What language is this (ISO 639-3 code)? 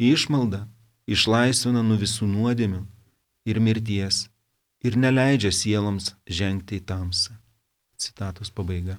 lit